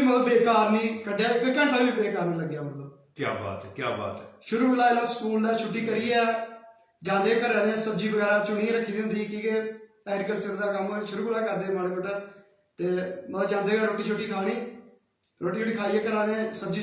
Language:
Dogri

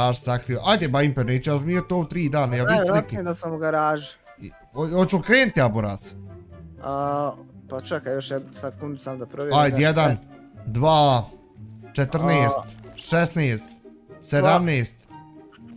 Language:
Bosnian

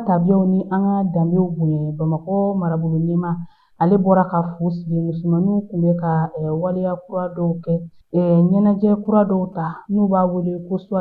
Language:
Bambara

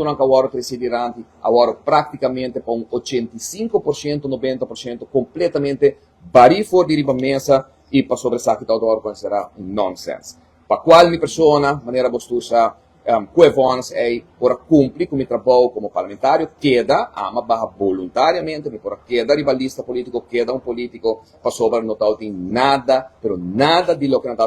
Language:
Papiamento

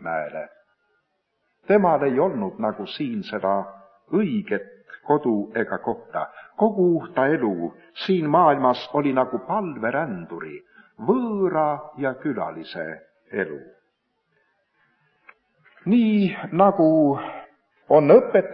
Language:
Estonian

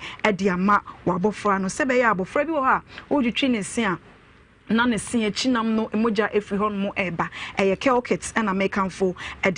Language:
Akan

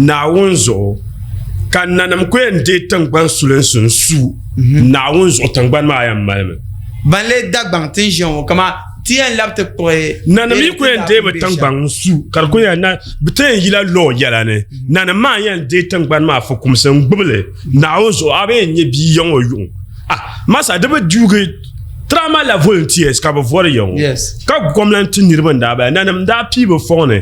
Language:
Dagbani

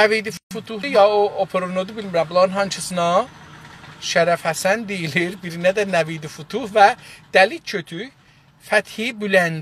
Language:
South Azerbaijani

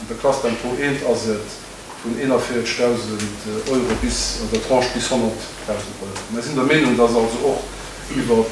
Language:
Luxembourgish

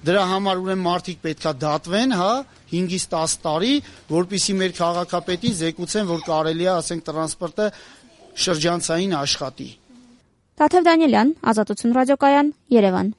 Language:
Armenian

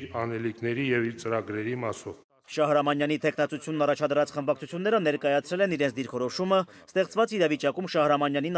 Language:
Armenian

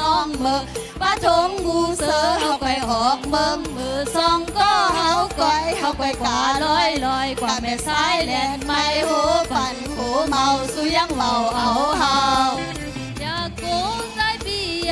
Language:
Shan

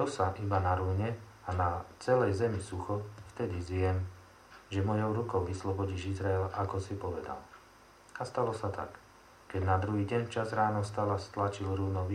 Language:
Slovak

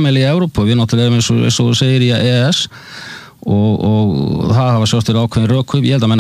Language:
Icelandic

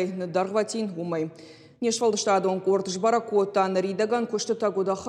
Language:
Ossetic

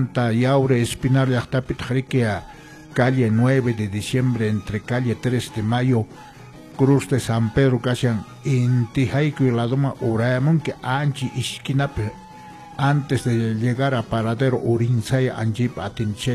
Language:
Quechua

